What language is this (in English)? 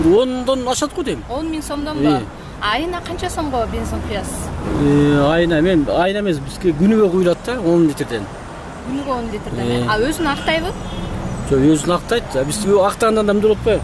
Kyrgyz